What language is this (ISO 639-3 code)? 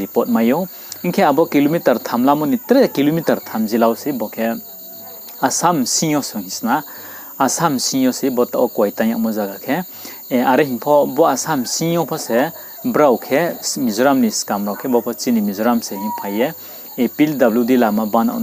ria